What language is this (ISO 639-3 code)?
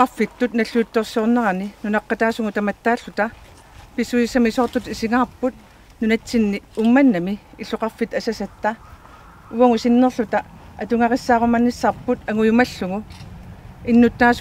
kal